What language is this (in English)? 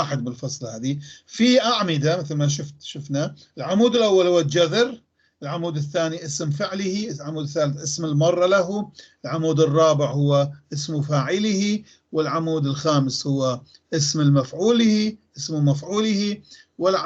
North Levantine Arabic